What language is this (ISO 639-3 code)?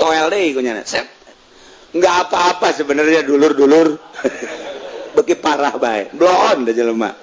sun